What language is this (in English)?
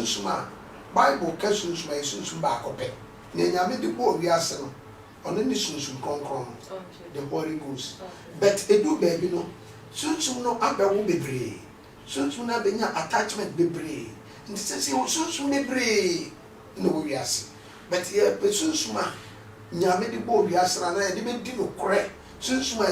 Akan